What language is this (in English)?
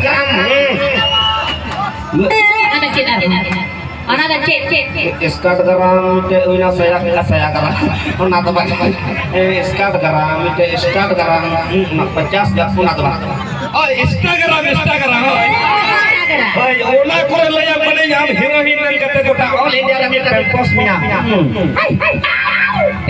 Santali